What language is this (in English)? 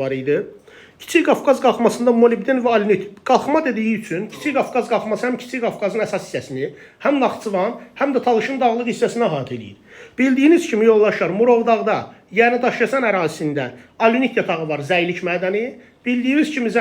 Azerbaijani